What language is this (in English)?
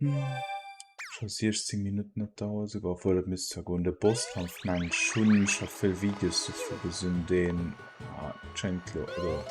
Luxembourgish